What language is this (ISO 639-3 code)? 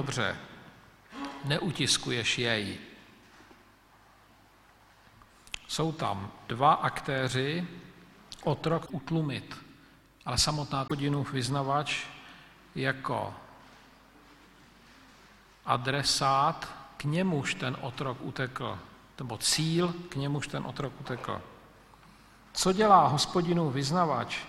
ces